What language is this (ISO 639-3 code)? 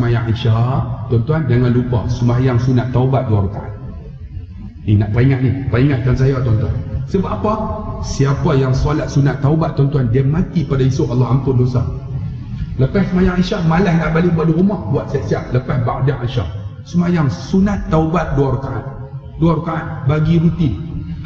msa